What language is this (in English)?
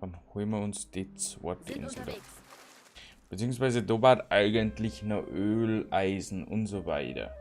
Bavarian